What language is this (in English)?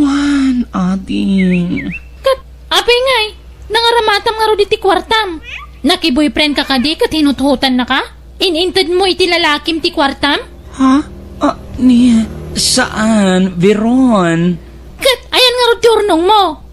Iloko